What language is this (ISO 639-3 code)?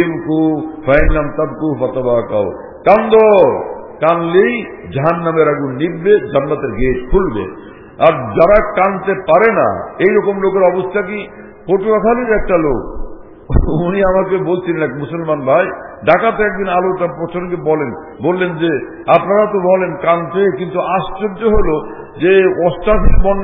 ben